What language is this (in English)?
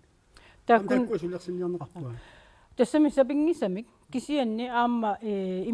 Kalaallisut